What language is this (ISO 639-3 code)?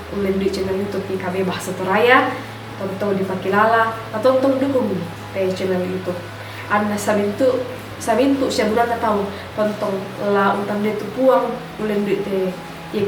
sda